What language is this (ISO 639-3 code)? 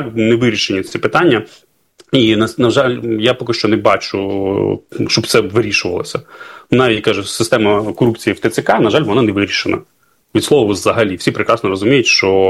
ukr